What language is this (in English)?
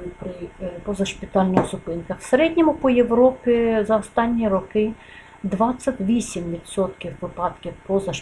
Ukrainian